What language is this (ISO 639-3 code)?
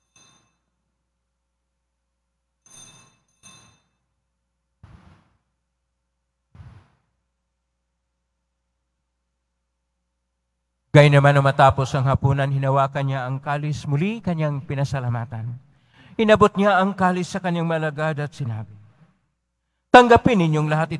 fil